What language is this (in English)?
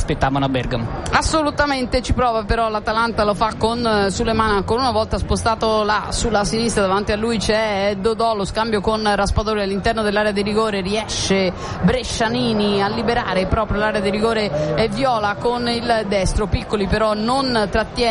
Italian